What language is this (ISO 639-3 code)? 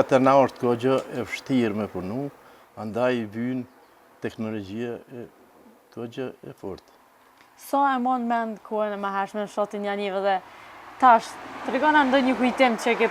sqi